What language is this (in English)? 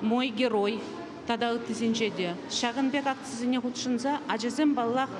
Chuvash